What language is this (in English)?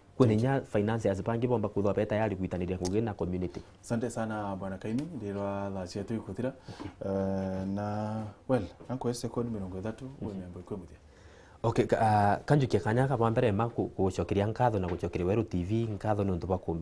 Meru